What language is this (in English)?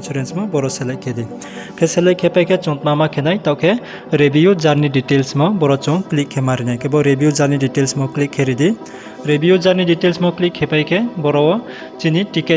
Riang (India)